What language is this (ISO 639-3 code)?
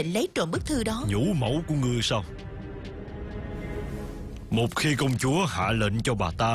vie